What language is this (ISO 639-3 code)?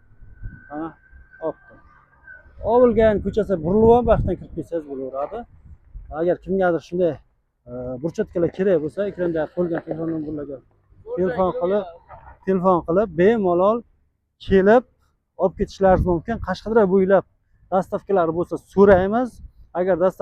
uzb